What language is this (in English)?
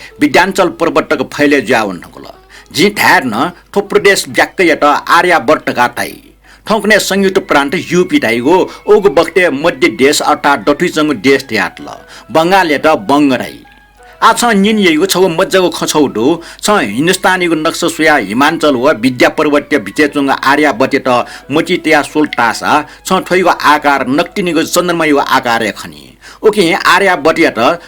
Newari